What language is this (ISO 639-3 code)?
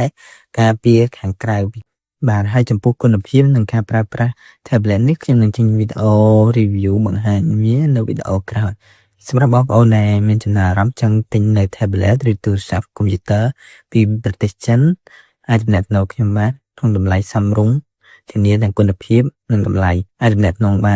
khm